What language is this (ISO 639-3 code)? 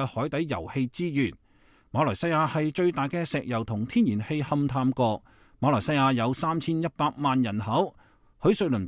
yue